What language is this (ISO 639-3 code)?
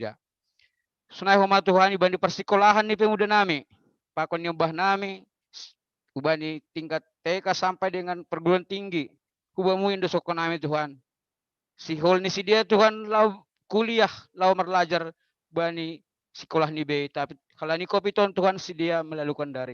bts